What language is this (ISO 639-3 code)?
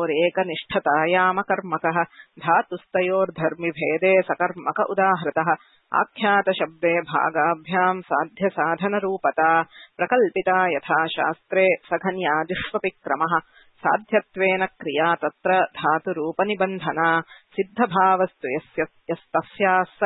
san